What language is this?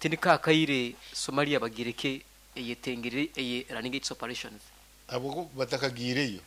Nyankole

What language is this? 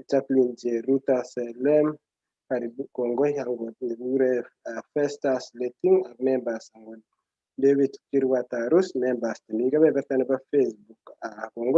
Kalenjin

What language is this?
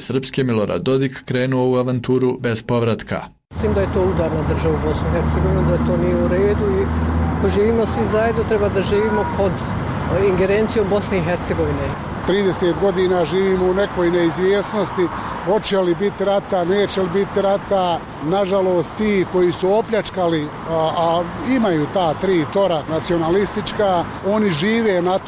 Bosnian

